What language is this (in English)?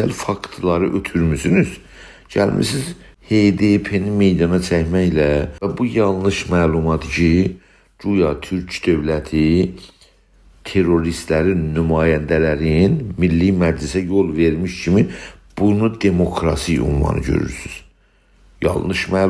South Azerbaijani